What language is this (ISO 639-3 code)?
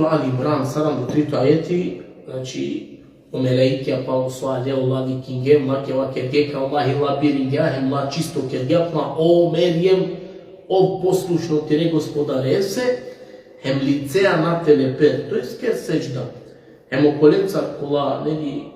rmn